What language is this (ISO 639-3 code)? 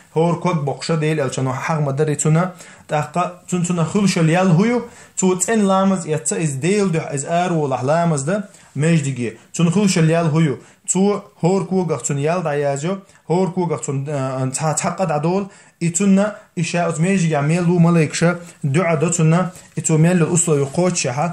che